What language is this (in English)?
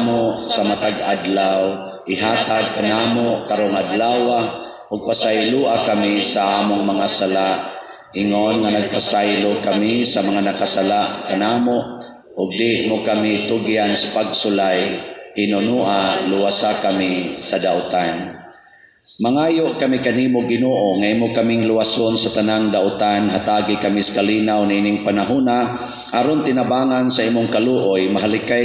Cebuano